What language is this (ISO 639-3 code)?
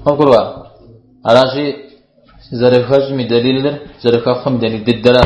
kbd